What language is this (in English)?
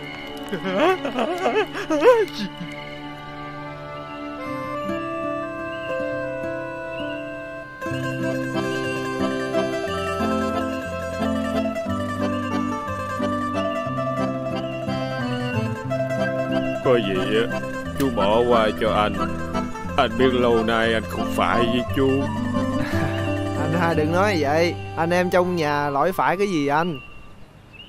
Vietnamese